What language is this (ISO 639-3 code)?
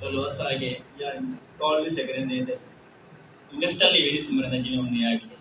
skr